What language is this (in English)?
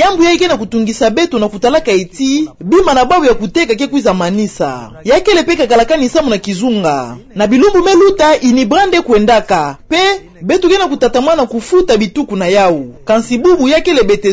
Kituba (Democratic Republic of Congo)